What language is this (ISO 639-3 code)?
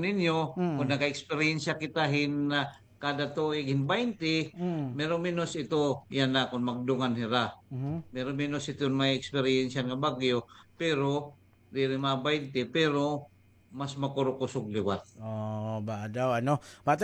war